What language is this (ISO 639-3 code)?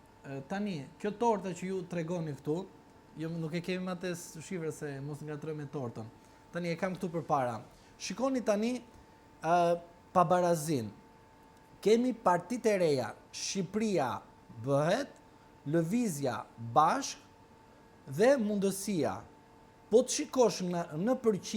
sqi